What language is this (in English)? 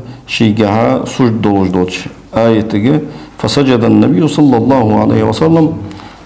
Ingush